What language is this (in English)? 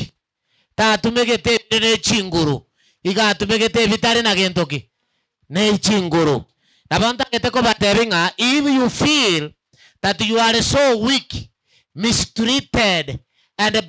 Gusii